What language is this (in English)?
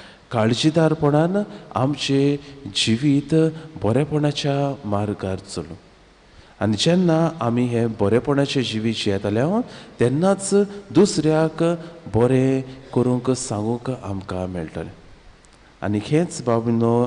Konkani